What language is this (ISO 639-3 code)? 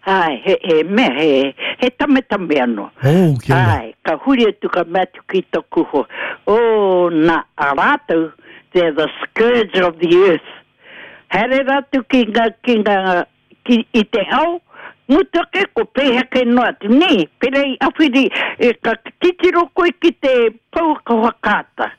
mri